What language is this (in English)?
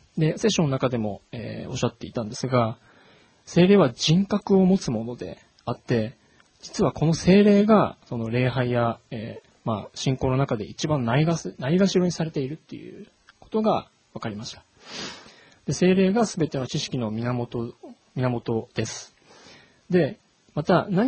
Japanese